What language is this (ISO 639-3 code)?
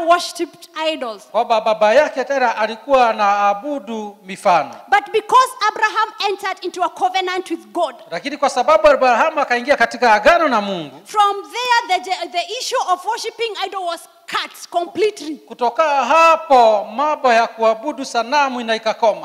swa